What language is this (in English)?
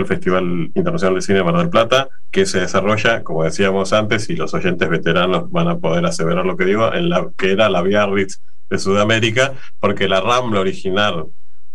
Spanish